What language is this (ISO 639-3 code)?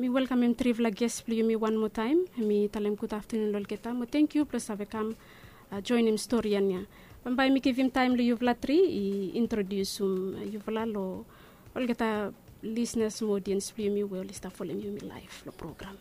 bis